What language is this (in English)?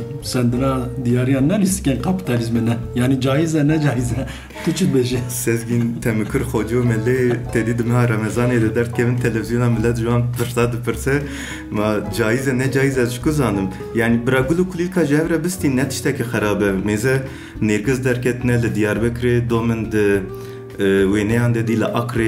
Kurdish